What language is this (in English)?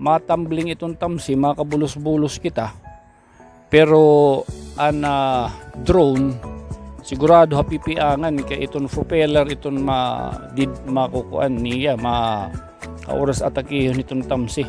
Waray